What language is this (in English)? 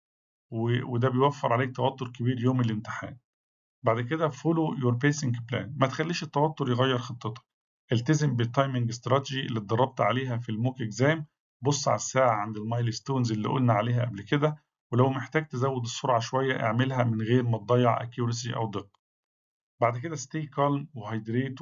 Egyptian Arabic